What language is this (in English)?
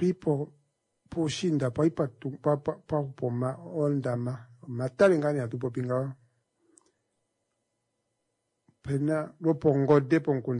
Swahili